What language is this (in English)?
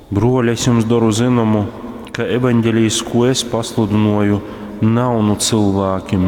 Latgalian